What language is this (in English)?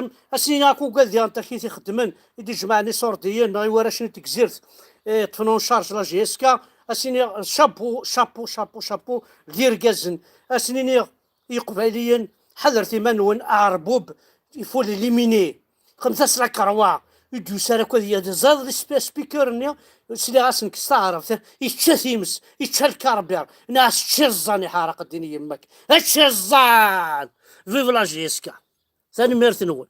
Kabyle